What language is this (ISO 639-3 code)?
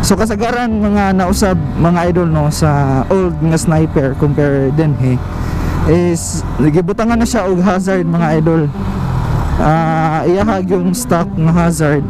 ceb